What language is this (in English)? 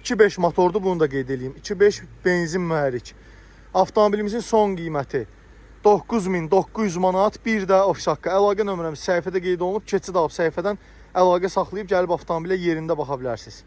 Azerbaijani